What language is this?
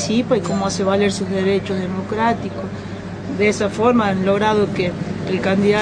Spanish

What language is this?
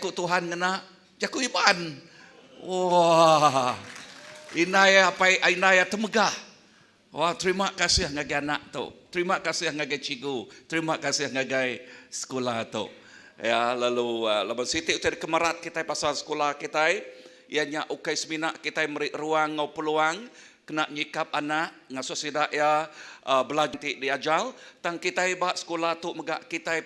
Iban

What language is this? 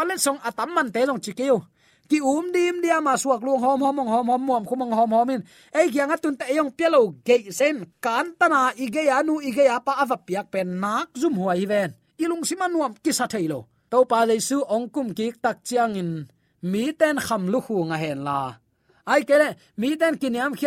Tedim Chin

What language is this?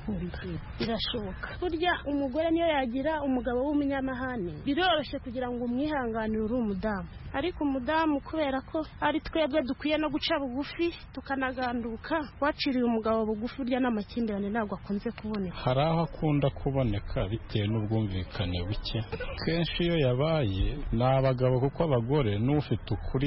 Kinyarwanda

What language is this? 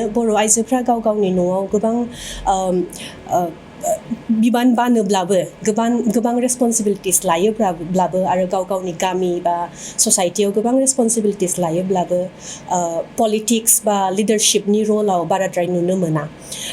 Bodo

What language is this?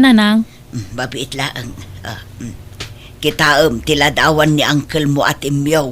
Iloko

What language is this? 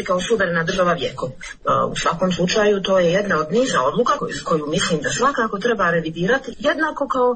Croatian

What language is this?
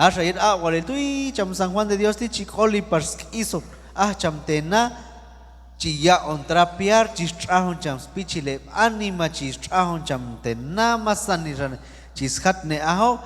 Q'anjob'al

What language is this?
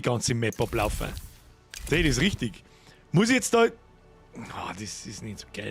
Bavarian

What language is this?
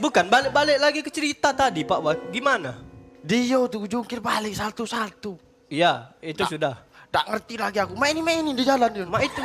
Musi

